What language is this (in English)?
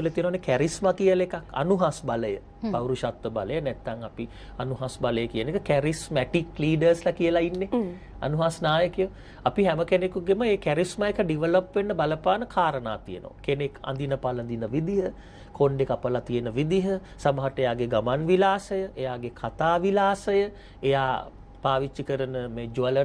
Sinhala